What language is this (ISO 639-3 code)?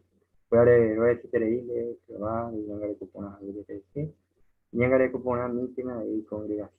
grn